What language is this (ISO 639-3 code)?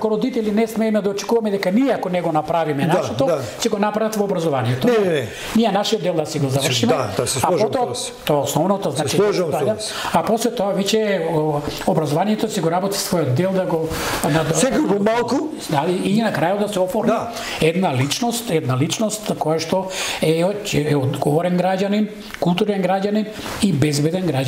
mkd